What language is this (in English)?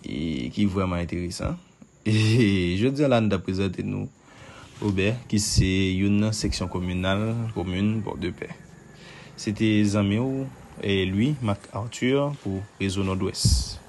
Haitian Creole